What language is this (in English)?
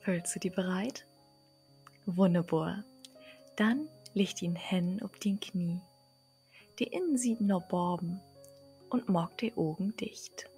Low German